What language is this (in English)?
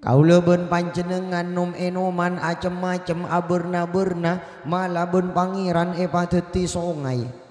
Madurese